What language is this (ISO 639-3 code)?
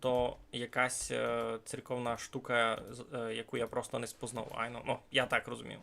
rue